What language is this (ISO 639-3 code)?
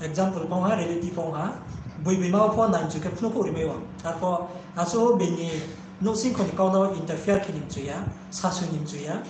ria